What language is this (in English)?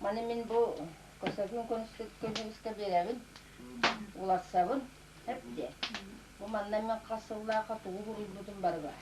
Yakut